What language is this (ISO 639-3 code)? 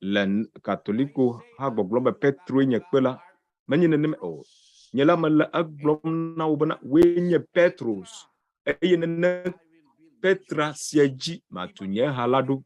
ewe